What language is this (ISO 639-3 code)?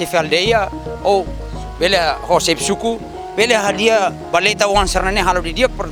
tet